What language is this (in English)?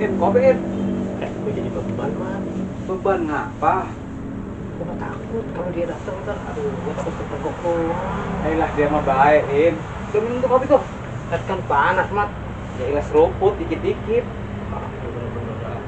Betawi